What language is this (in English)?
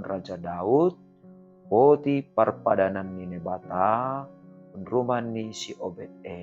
Batak Simalungun